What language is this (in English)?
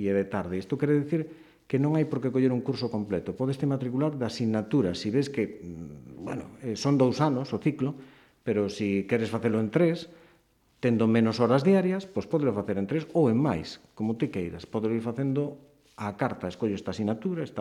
Galician